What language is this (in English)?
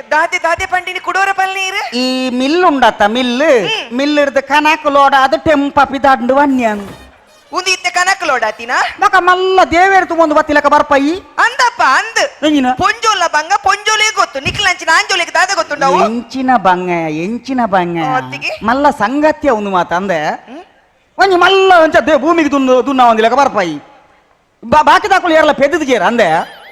Tulu